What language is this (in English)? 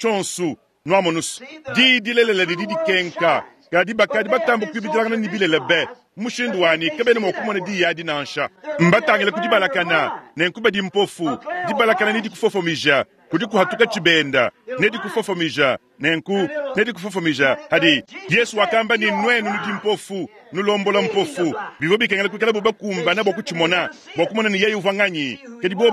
Luba-Lulua